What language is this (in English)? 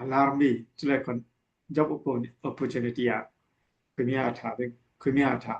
Falam Chin